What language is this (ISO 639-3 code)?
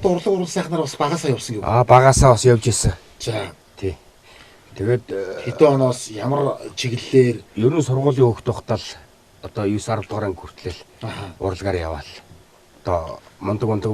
mon